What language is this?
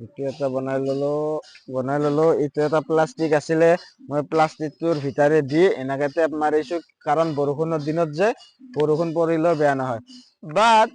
Assamese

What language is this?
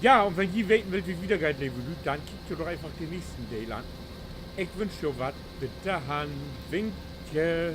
Low German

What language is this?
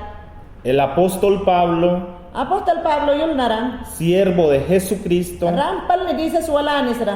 Mayangna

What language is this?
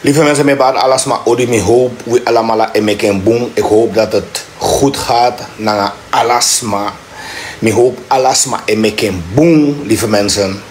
Sranan Tongo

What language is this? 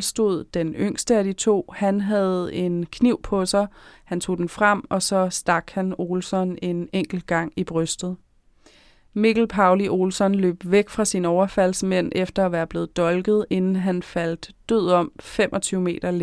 Danish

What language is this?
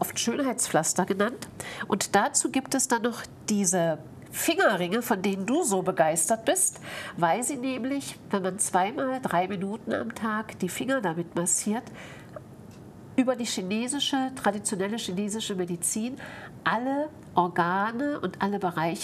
German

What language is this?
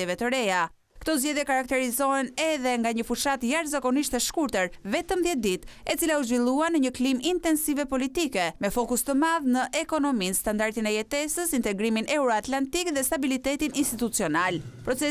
Albanian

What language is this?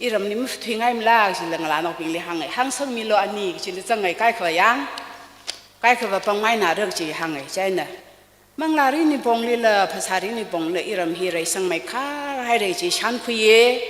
Tangkhul Naga (India)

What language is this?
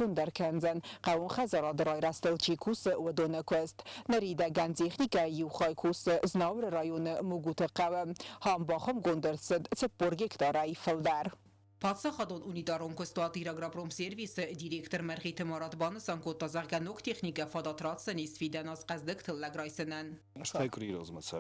Ossetic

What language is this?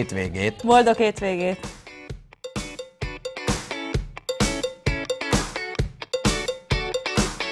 Hungarian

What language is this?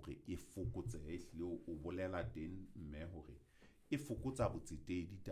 Southern Sotho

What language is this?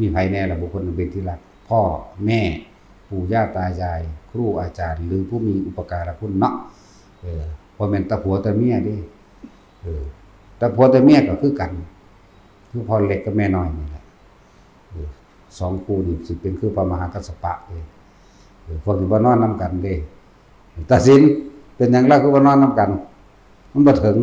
Northeastern Thai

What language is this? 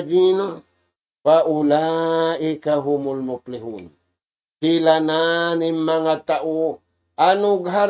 Tausug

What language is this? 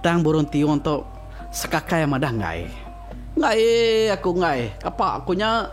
Iban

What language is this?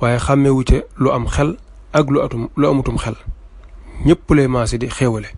Wolof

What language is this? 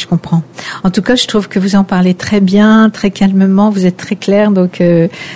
French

